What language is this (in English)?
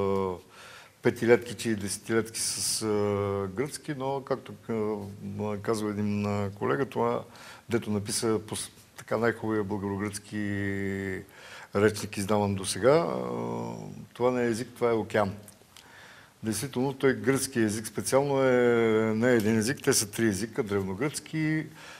Bulgarian